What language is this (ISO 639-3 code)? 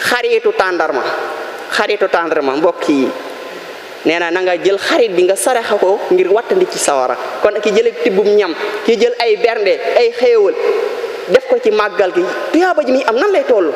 wol